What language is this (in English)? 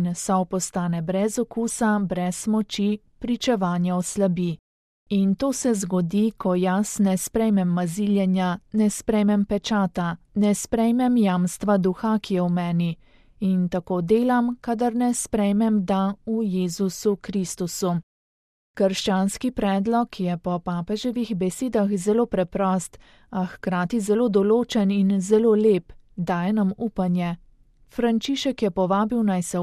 Slovenian